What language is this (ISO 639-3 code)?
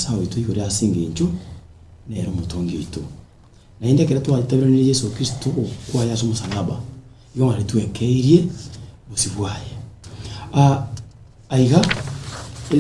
guz